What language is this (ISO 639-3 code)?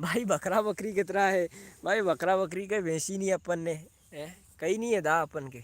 raj